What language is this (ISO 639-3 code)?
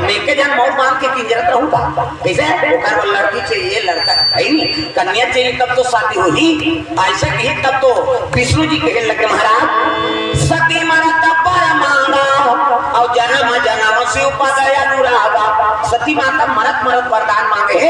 hne